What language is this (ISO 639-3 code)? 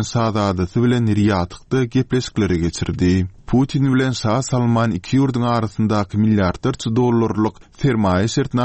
tuk